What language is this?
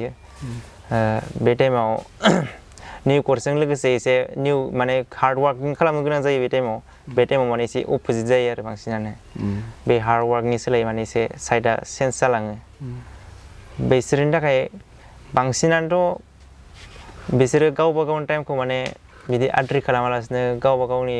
Bodo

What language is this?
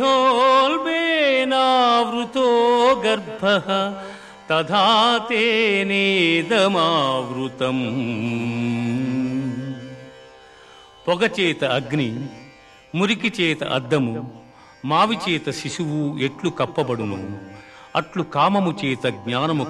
Telugu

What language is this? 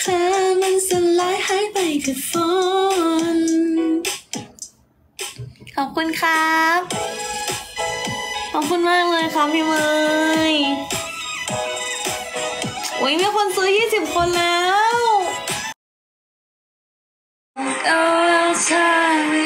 Thai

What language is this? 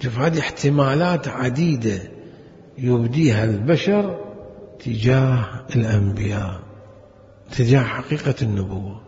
Mesopotamian Arabic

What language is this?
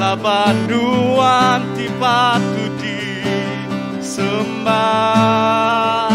Iban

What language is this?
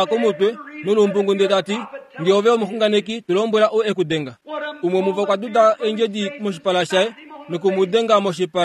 Kuanyama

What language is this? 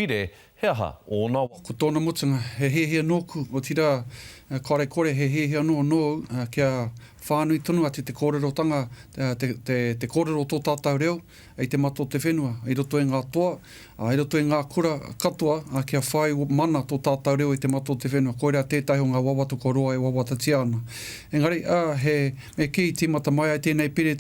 Māori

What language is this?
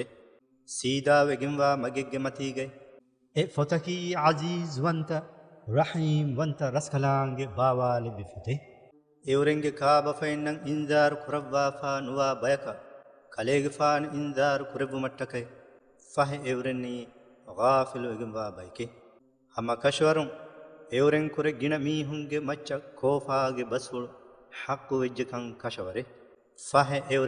Divehi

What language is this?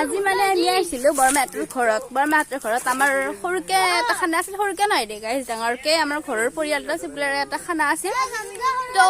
Assamese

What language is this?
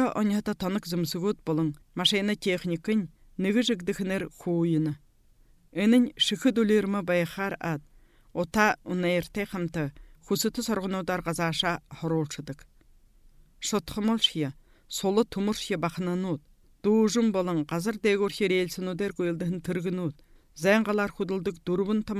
Buriat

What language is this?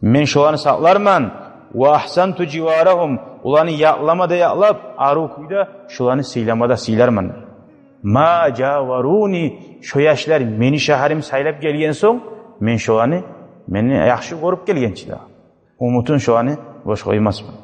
Kumyk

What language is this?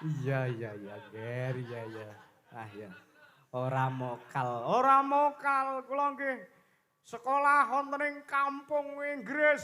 Javanese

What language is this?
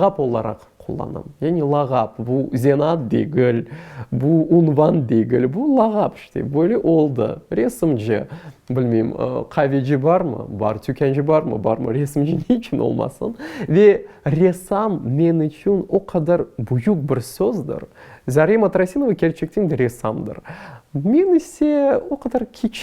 Crimean Tatar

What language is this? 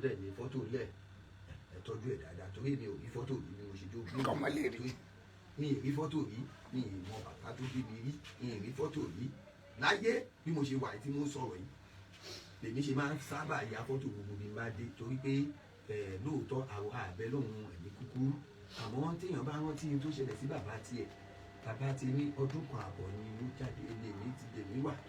Yoruba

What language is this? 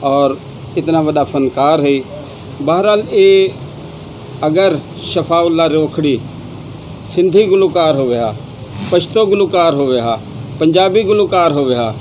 Saraiki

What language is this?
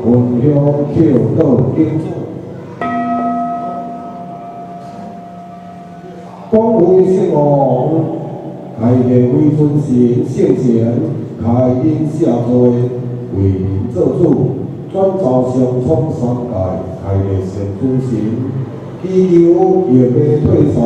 Min Nan Chinese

